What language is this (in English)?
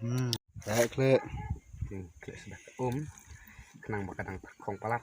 Khasi